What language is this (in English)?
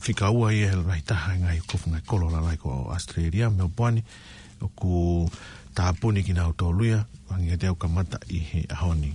Tongan